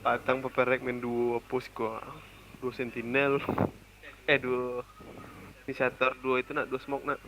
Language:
Minangkabau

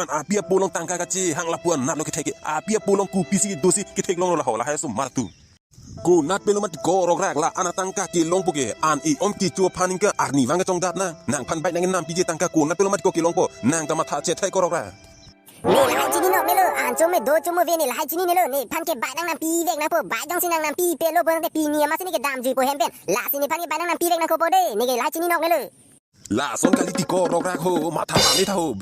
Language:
Karbi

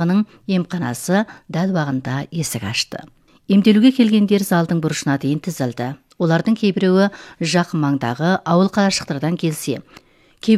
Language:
Kazakh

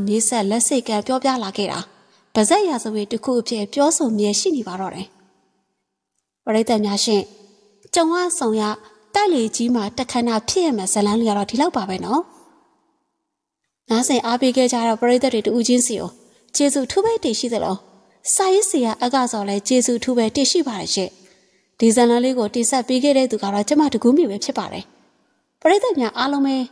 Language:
Burmese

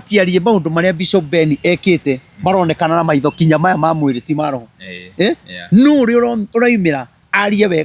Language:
Kikuyu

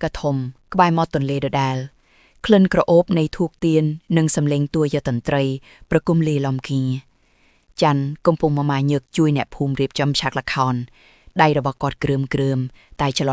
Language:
Khmer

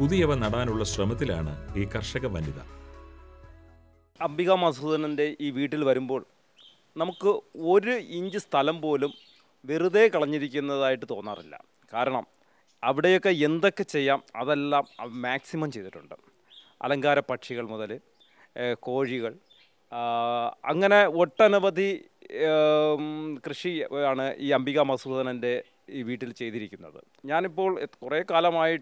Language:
Malayalam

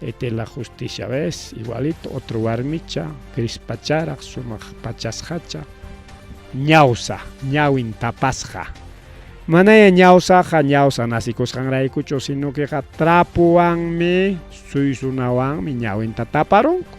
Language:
Ayacucho Quechua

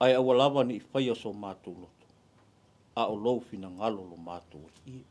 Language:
Samoan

